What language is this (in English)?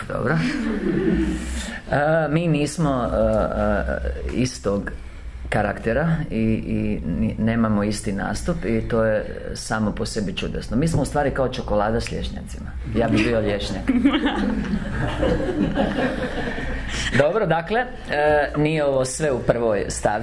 Croatian